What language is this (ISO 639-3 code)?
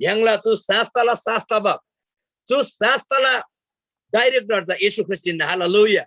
taj